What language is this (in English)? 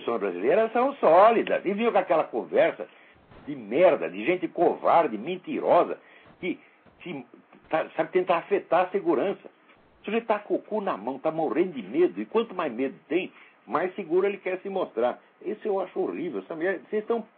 Portuguese